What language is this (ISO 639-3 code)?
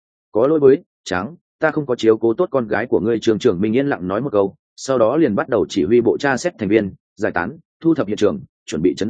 vie